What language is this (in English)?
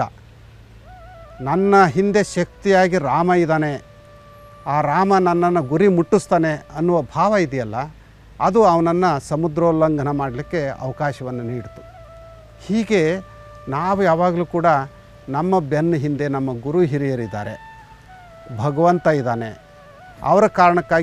Kannada